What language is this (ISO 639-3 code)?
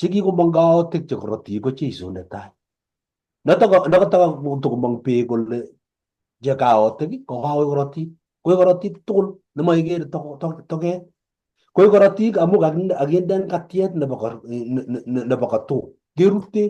kln